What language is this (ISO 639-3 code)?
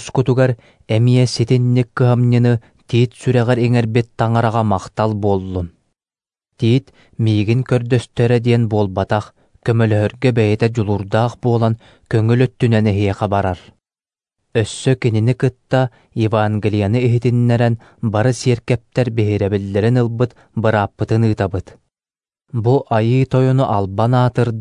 sah